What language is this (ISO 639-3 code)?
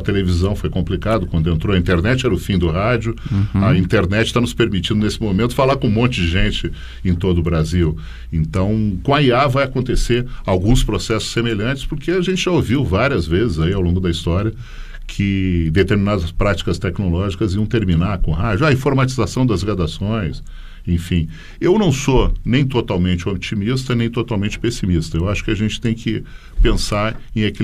por